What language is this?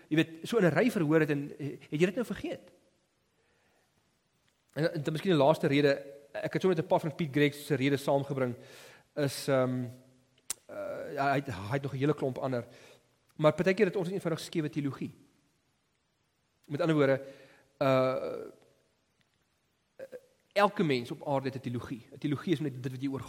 Afrikaans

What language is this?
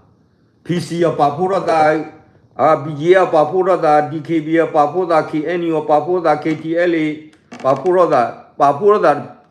S'gaw Karen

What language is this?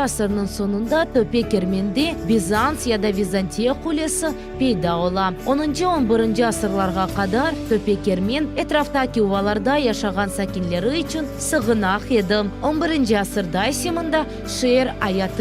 Crimean Tatar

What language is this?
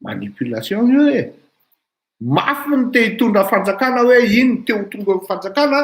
Malagasy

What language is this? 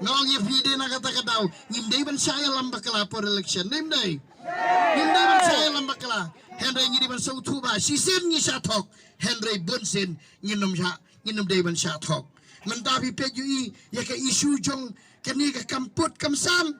Khasi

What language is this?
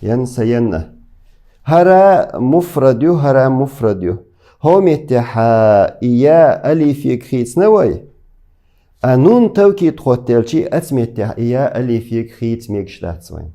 Chechen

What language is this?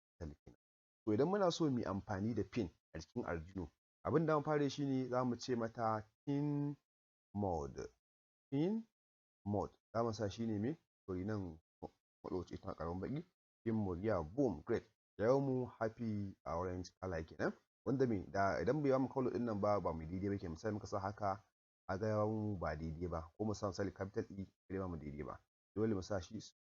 Hausa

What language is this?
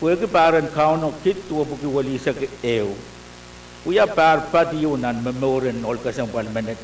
Pohnpeian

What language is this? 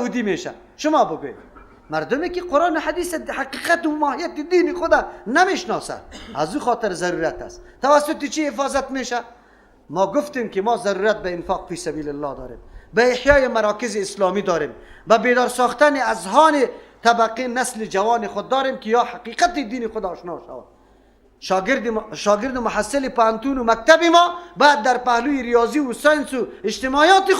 Persian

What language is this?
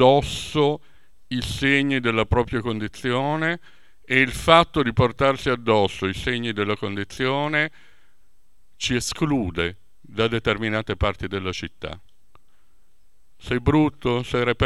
Italian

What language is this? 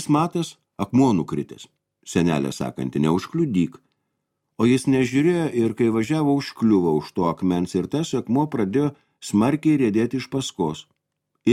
Lithuanian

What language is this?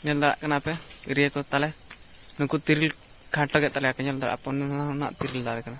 Santali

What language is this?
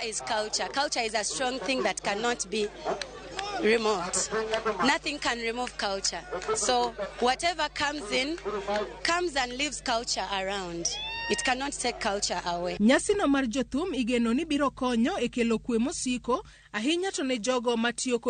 Luo (Kenya and Tanzania)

